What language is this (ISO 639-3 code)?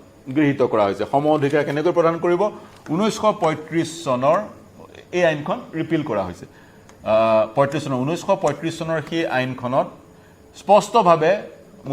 asm